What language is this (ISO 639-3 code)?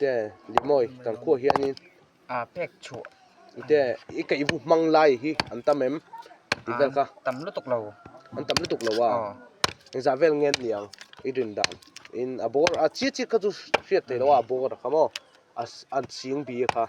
lus